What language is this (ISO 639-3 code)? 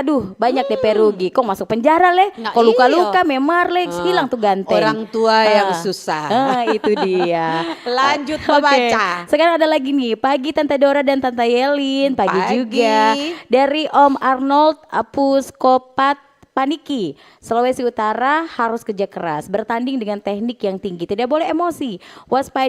xmm